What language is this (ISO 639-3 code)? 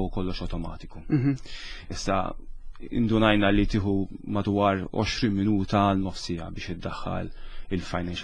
mlt